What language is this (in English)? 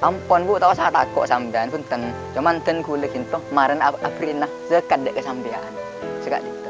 Madurese